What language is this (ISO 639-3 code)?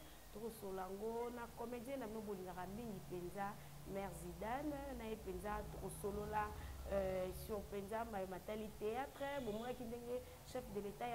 lin